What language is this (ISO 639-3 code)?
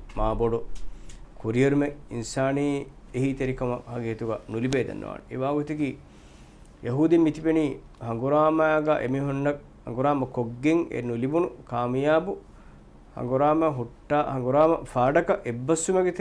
div